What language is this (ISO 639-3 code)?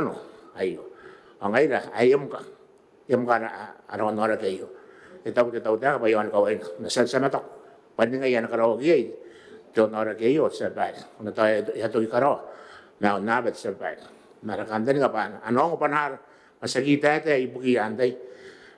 gil